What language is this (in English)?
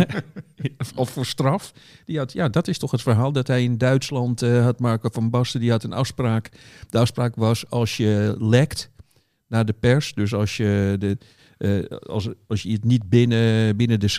Dutch